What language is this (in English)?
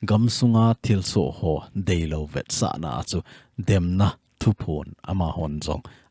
Thado Chin